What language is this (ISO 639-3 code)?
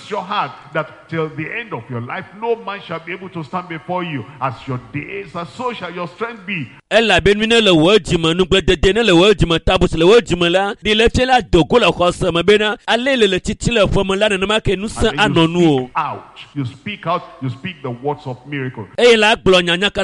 ewe